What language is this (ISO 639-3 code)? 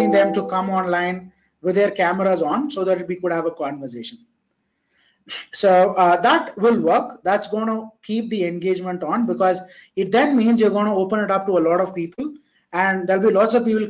eng